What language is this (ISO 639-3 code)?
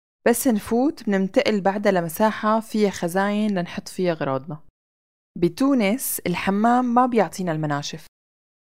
apc